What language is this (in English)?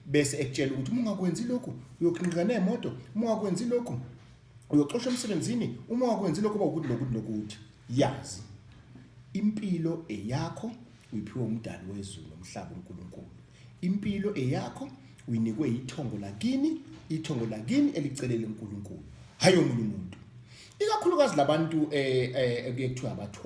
Zulu